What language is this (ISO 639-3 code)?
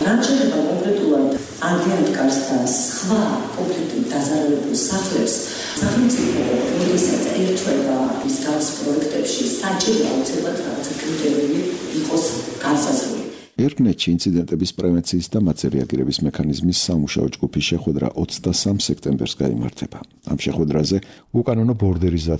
kat